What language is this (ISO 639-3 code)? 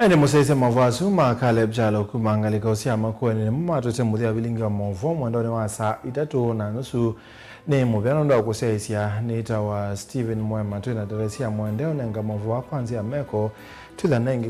kam